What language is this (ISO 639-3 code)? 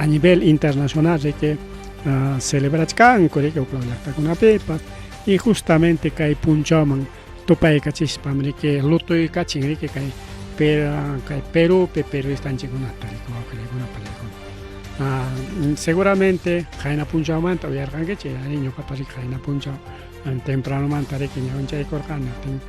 quy